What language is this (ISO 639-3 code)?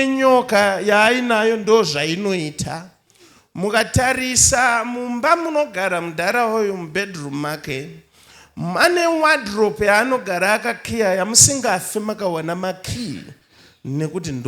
sna